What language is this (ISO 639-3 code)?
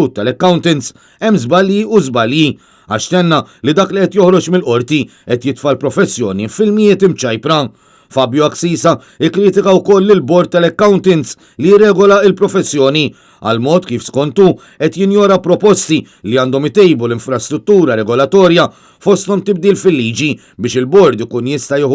mlt